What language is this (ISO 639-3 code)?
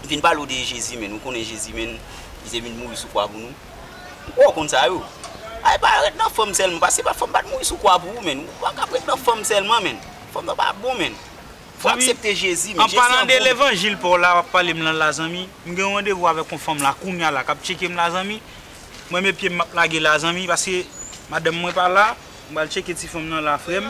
hat